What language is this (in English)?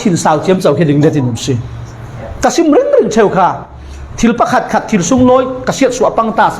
Falam Chin